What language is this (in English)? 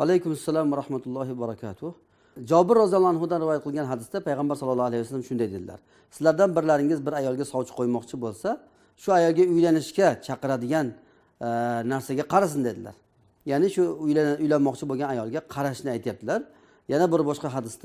Uzbek